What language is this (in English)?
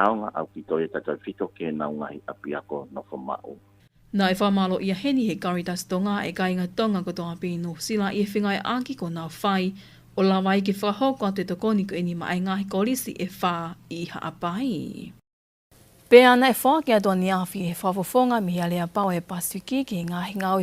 Tongan